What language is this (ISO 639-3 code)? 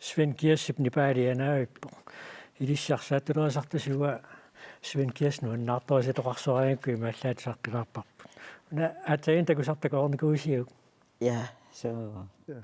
kal